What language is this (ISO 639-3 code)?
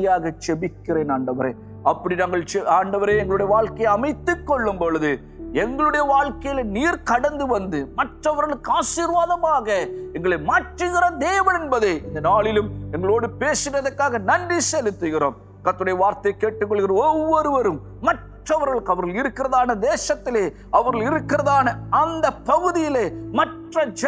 tam